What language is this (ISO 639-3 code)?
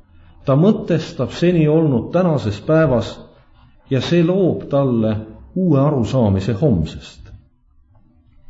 est